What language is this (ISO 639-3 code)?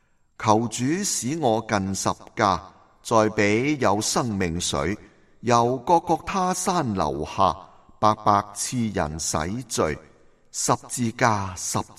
yue